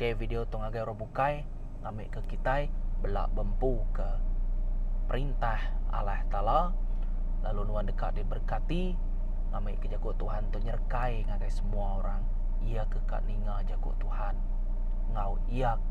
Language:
Iban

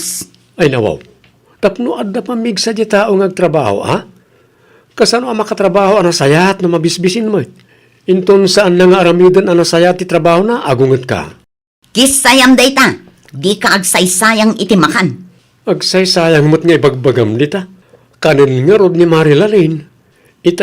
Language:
Iloko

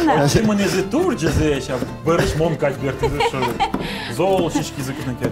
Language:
Udmurt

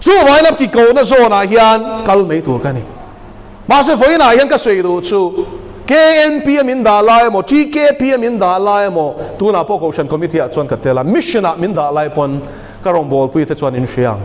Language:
Mizo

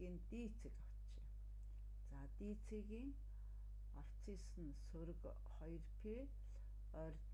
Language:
Mongolian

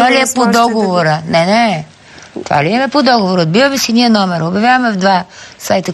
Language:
Bulgarian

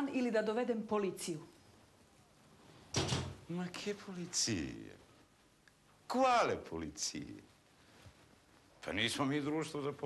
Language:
Croatian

